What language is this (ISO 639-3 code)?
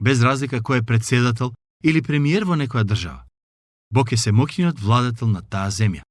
mkd